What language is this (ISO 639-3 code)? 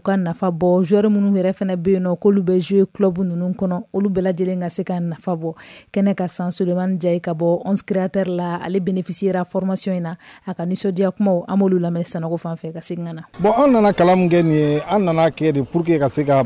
bam